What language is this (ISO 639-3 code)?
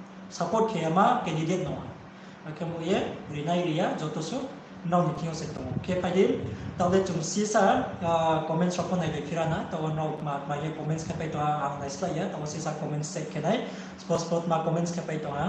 ria